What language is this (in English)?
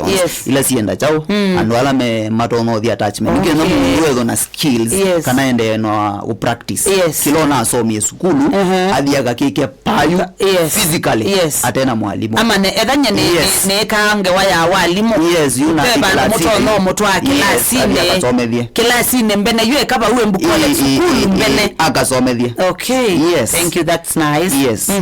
Kamba